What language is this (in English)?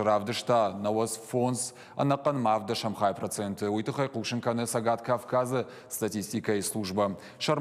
Ossetic